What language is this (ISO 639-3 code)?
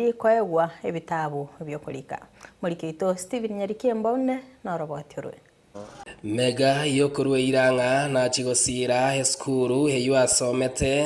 guz